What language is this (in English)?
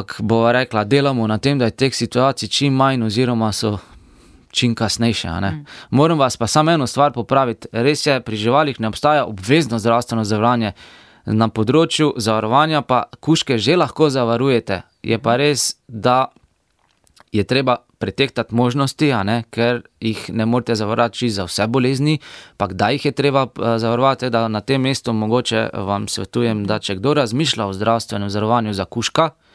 Slovenian